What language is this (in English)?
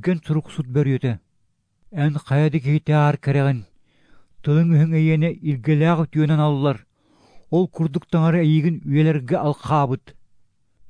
Yakut